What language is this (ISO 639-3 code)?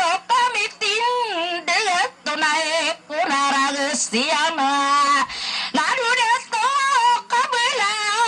mrw